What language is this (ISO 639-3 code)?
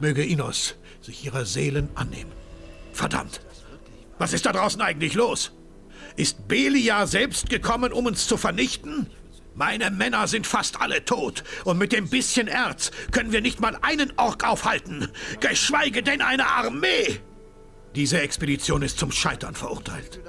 bar